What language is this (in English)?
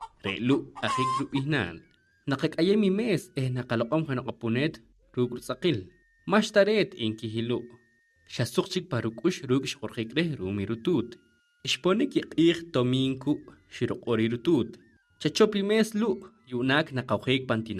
Poqomchi'